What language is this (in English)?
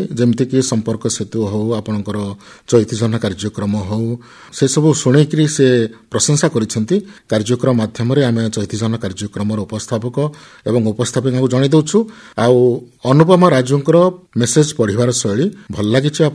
Odia